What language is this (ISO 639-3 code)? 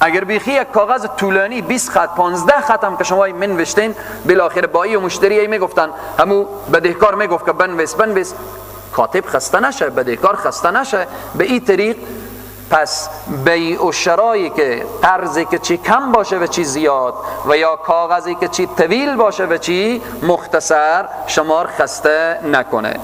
fas